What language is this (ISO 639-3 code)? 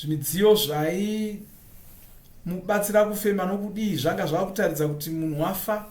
sna